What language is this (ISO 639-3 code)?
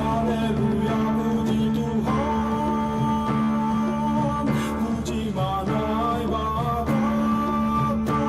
bts